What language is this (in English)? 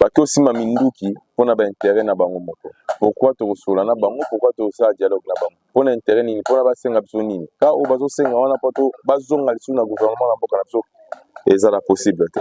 Lingala